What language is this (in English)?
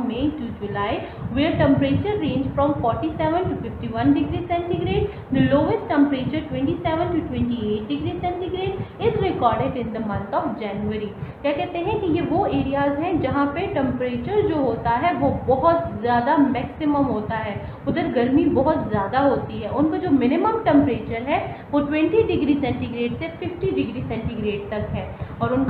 Hindi